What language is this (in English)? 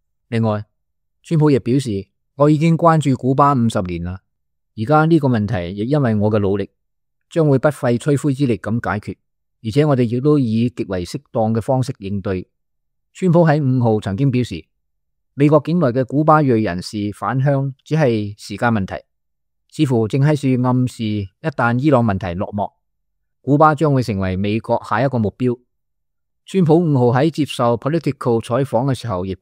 Cantonese